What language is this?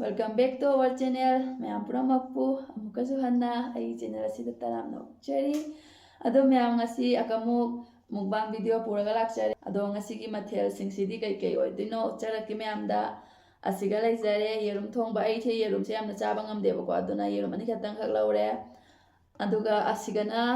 Manipuri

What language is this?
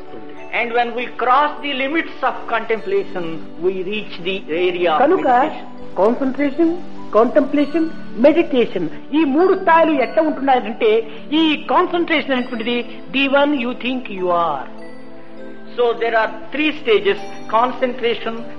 Telugu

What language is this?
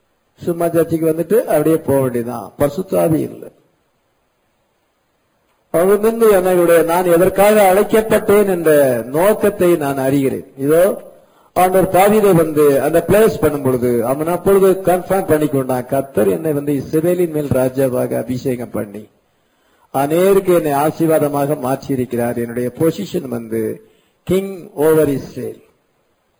Tamil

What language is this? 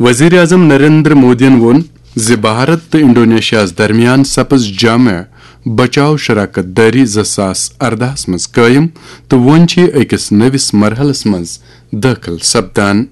Kashmiri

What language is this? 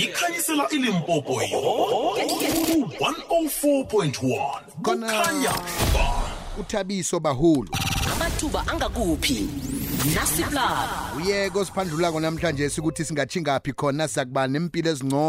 South Ndebele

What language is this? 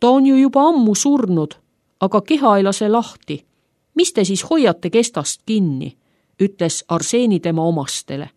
Estonian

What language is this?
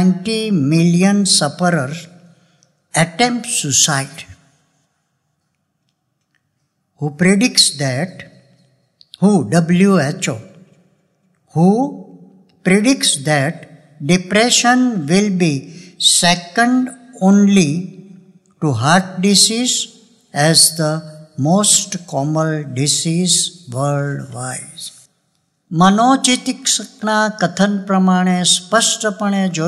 Gujarati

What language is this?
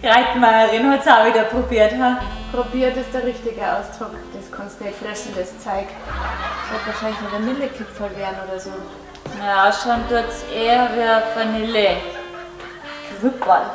Bavarian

